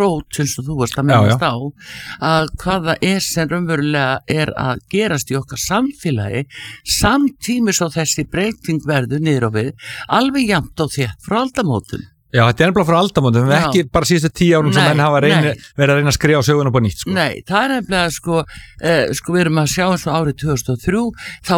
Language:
Icelandic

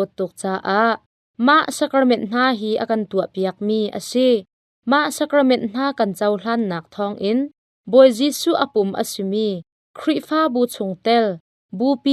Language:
Hakha Chin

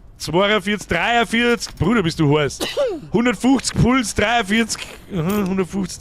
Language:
Bavarian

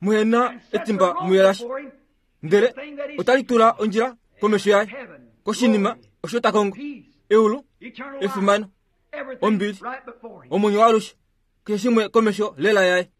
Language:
Kuanyama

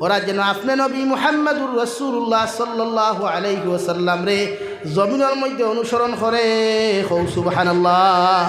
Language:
Sylheti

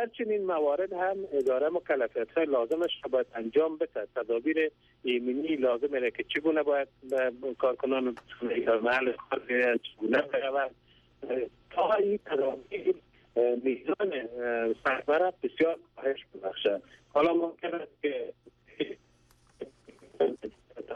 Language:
Persian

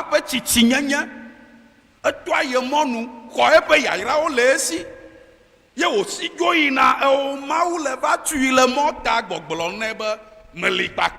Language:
Ewe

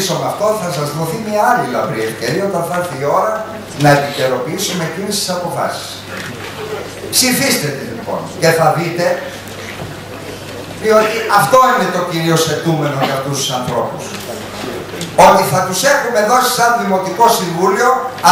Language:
Greek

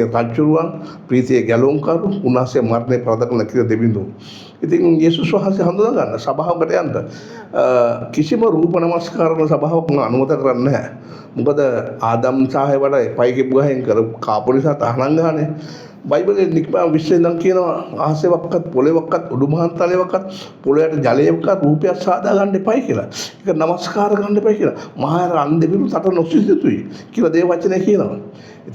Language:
Sinhala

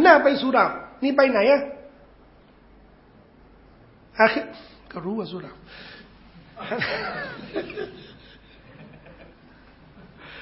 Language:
Thai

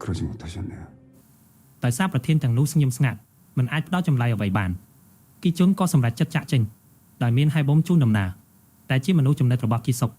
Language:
Khmer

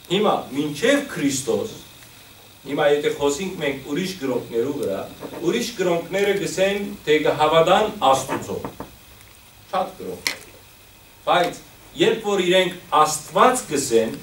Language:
Western Armenian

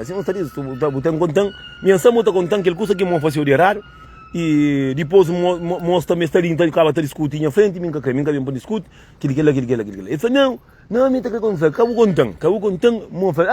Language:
Kabuverdianu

